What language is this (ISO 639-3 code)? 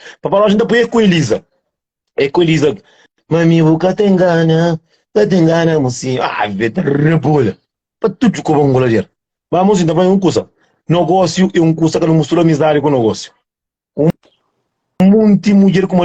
kea